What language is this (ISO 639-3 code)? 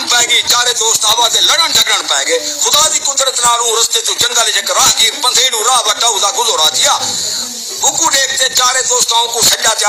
skr